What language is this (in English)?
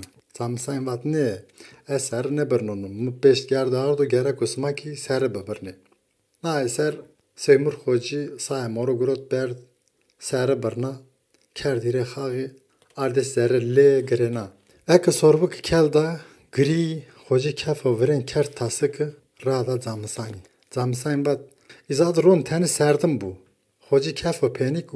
Zaza